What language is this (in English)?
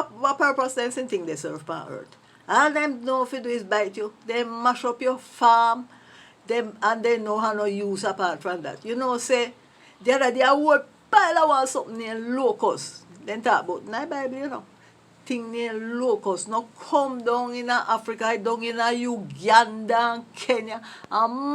Jamaican Creole English